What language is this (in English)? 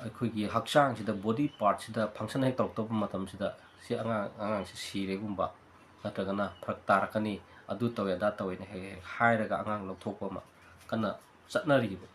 Manipuri